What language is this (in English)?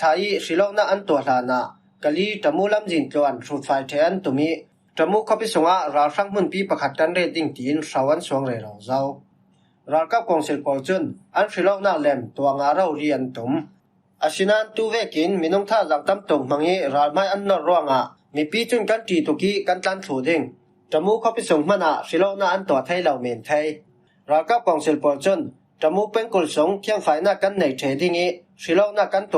Falam Chin